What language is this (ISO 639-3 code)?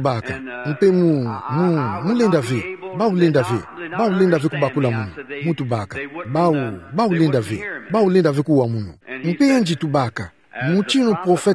ktu